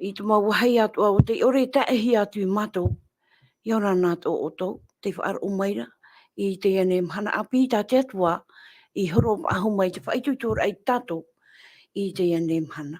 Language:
Tahitian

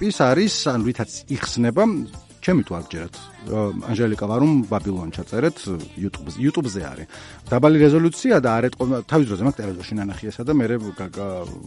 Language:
Georgian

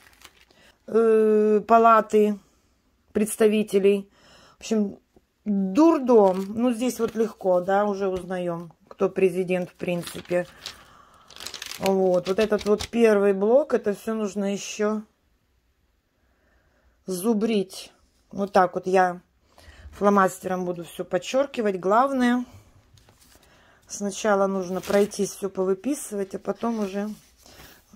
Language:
Russian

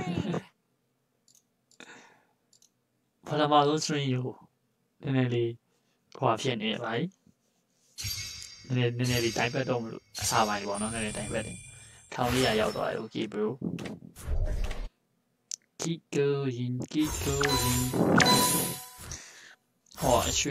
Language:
Burmese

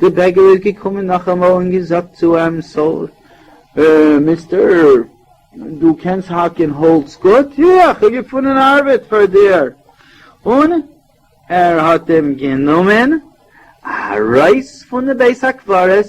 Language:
Yiddish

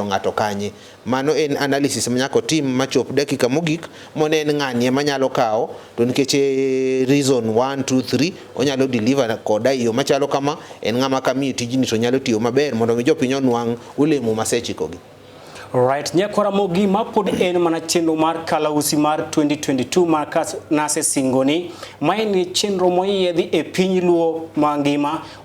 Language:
Luo (Kenya and Tanzania)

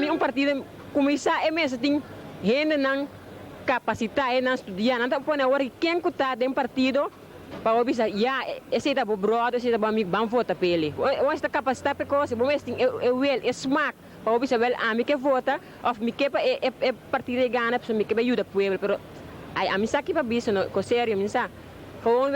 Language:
Papiamento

